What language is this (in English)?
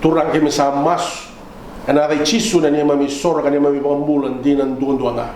Fijian